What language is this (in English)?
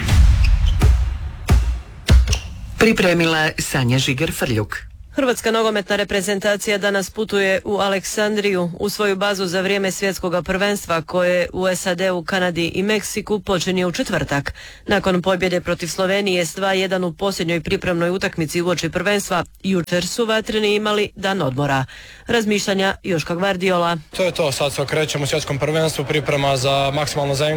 Croatian